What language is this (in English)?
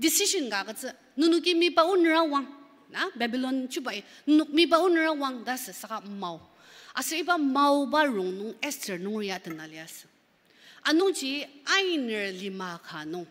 Ao Naga